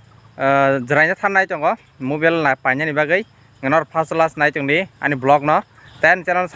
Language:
Kok Borok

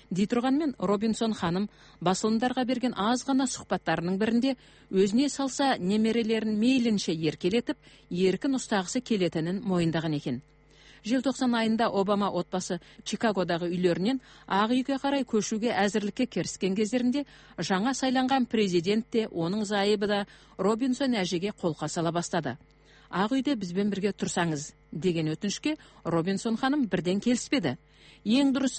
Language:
Kazakh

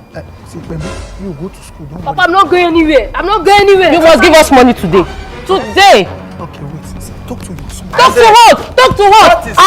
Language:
Nigerian Pidgin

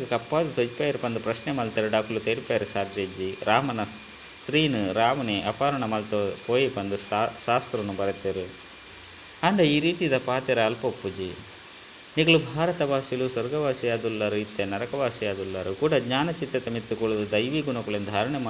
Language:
Tulu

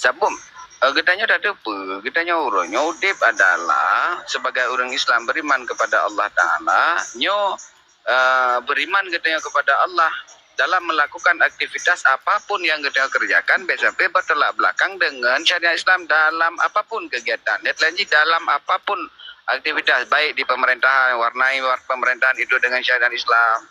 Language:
Achinese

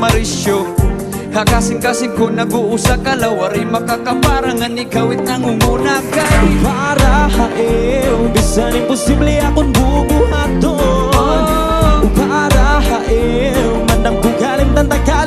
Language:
Waray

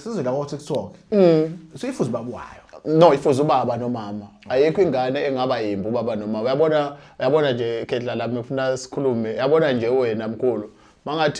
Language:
Zulu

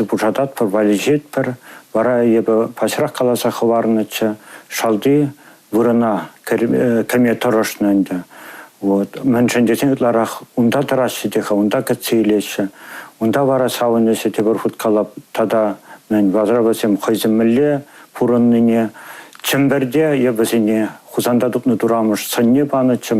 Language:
Chuvash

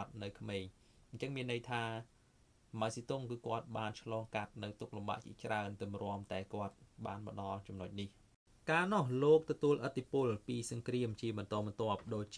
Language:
Khmer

